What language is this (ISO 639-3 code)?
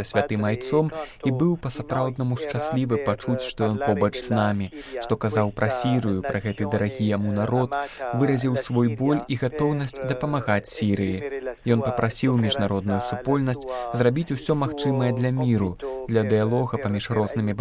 bel